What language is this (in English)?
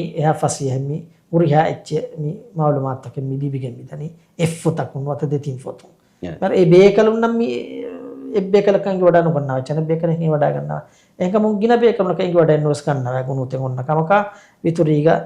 Divehi